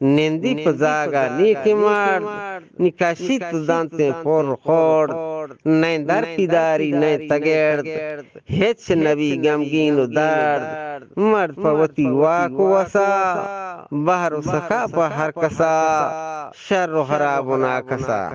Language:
Eastern Balochi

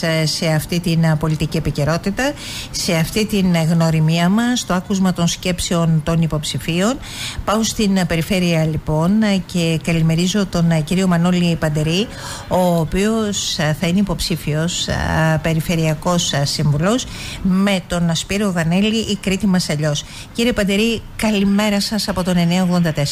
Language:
Greek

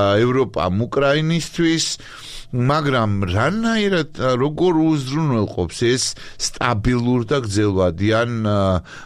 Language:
Georgian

